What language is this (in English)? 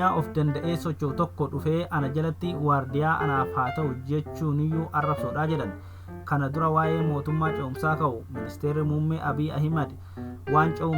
Oromo